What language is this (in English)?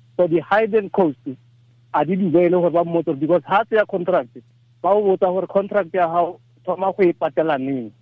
Tswana